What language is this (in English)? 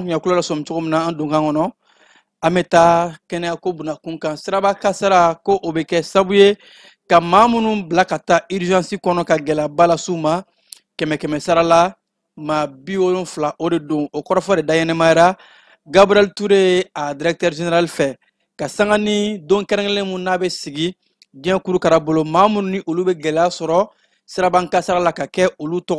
Bambara